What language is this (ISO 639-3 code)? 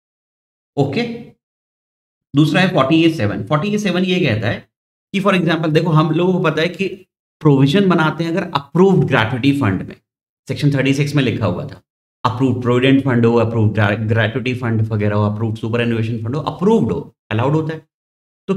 hin